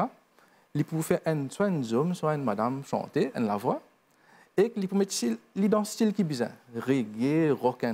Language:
Morisyen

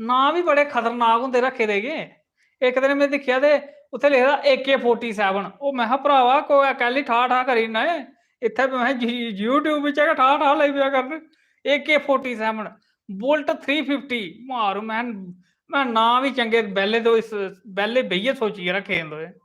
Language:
Dogri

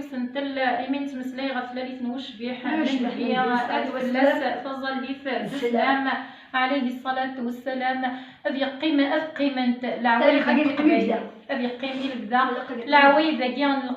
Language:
Kabyle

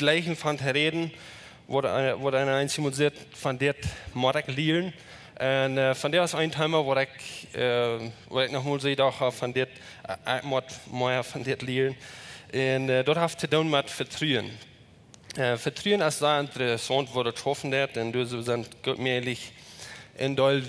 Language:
Plautdietsch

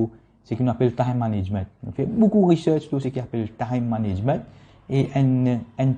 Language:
Morisyen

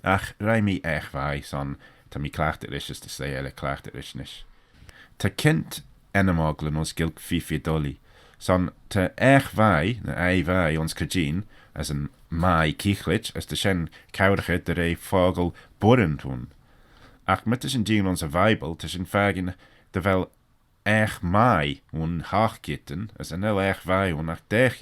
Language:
Manx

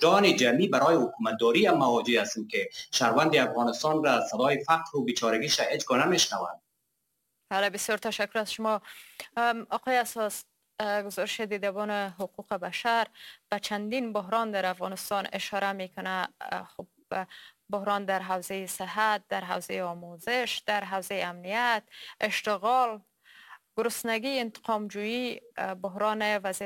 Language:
Persian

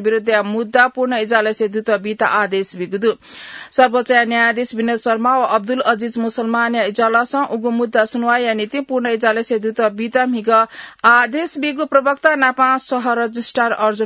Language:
Newari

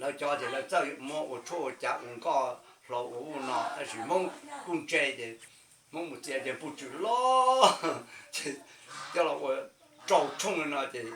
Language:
Hmong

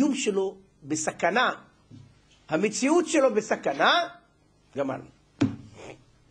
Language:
Hebrew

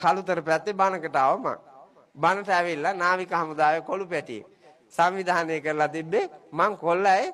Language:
Sinhala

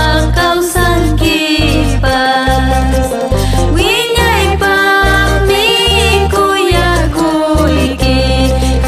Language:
Ayacucho Quechua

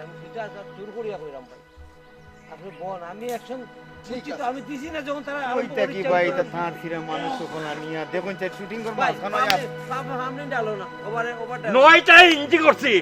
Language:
Sylheti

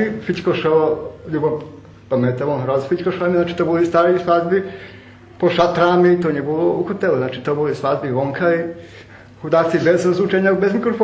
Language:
Rusyn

